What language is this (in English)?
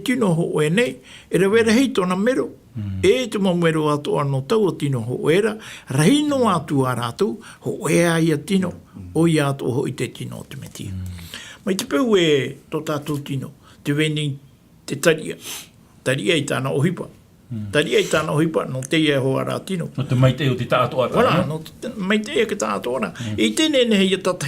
Tahitian